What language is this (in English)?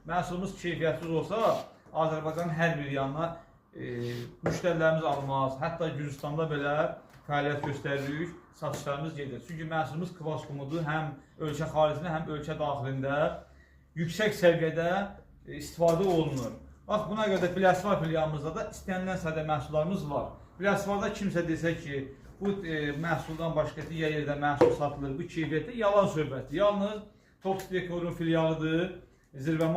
Azerbaijani